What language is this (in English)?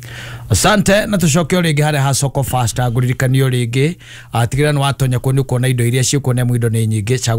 Kikuyu